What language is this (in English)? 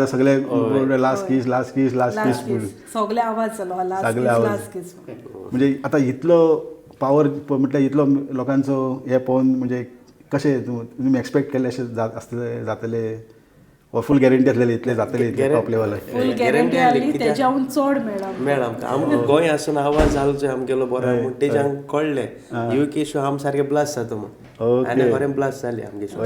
Konkani